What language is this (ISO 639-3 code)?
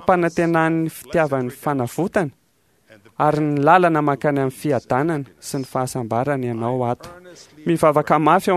mlg